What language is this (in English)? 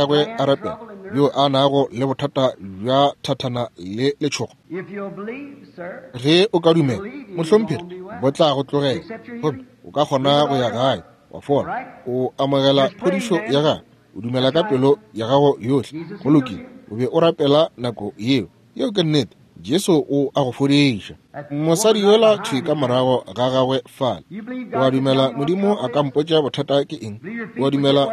Northern Sotho